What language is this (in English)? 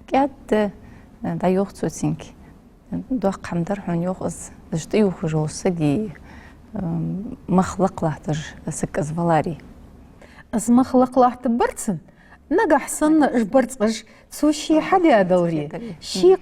Ingush